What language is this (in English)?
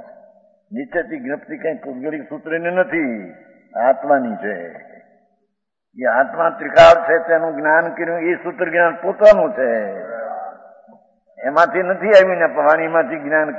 Gujarati